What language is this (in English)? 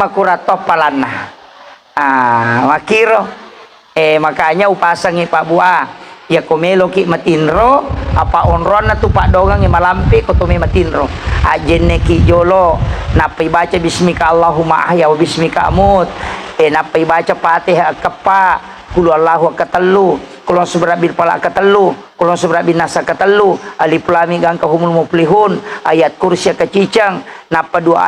Buginese